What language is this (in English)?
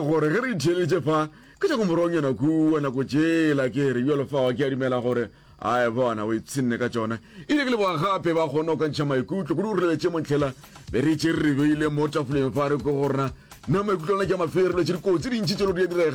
Northern Sotho